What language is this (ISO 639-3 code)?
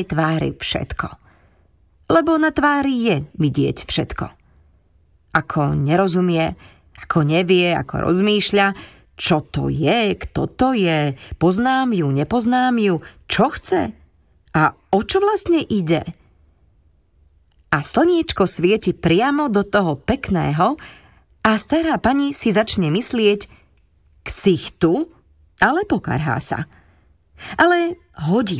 slk